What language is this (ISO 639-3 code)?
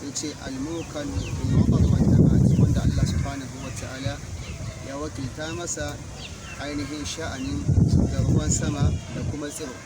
hau